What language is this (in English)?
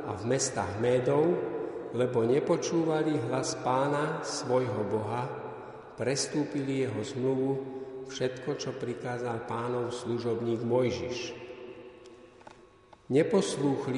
Slovak